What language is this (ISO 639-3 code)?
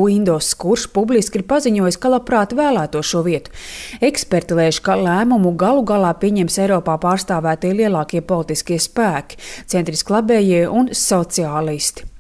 lav